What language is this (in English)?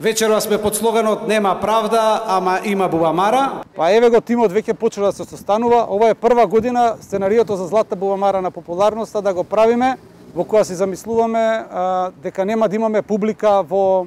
Macedonian